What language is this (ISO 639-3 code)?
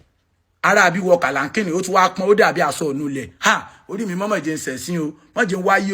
yor